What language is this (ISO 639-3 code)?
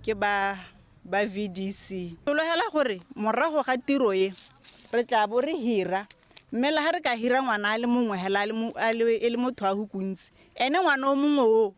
tsn